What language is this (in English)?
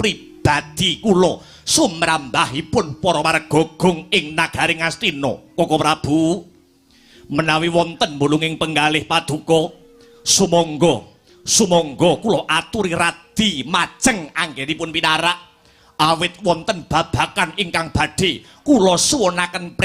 Javanese